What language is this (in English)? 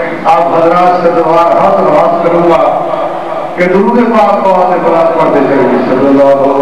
Urdu